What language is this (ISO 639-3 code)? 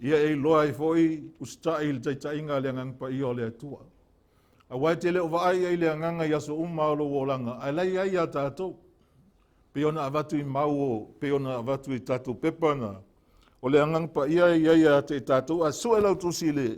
smo